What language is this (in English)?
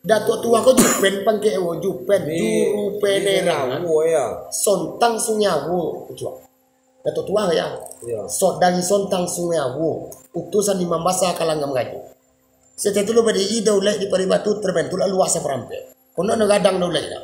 Minangkabau